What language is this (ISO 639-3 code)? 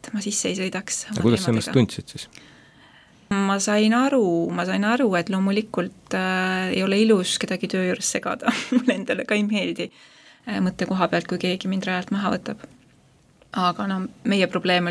est